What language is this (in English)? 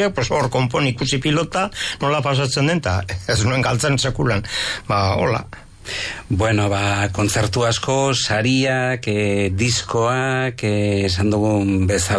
Basque